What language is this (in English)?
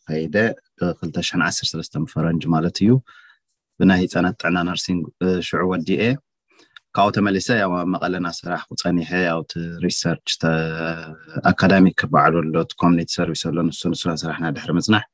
Tigrinya